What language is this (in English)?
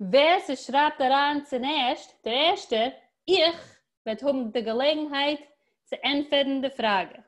Yiddish